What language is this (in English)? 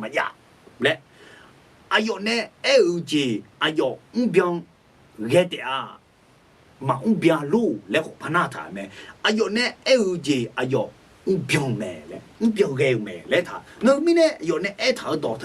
Akha